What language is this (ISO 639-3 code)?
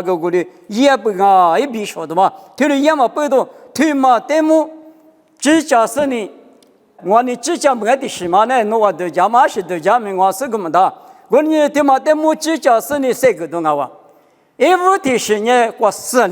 lis